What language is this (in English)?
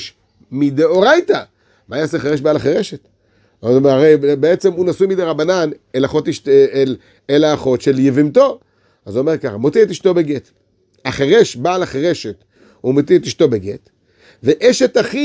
Hebrew